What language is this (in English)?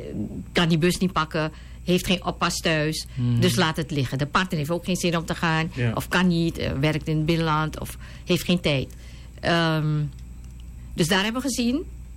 Dutch